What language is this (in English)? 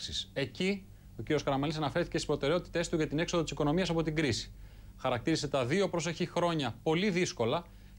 Greek